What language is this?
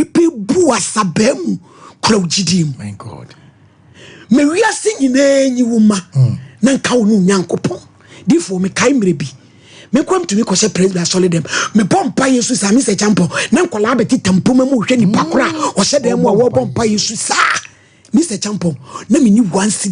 Akan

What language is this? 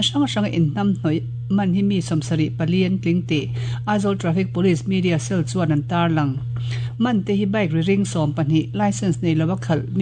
Mizo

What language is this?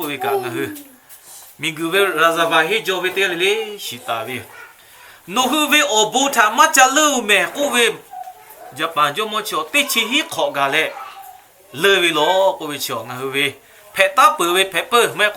Lahu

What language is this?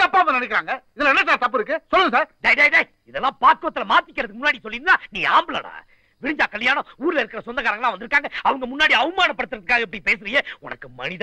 Tamil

